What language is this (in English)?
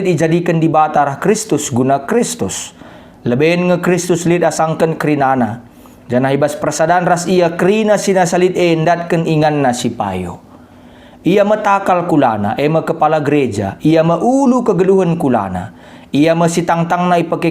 Batak Karo